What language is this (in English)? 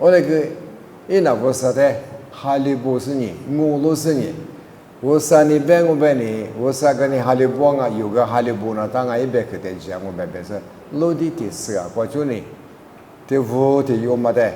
Lisu